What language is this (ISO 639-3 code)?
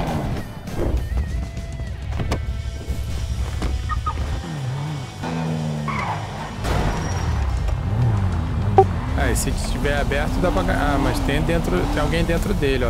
por